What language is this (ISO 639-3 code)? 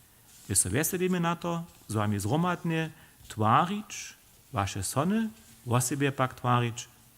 hsb